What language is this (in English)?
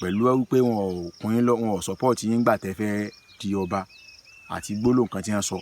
Yoruba